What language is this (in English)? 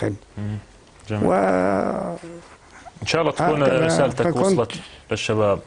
North Levantine Arabic